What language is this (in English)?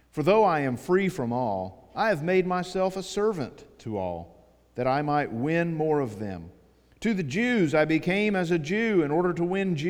English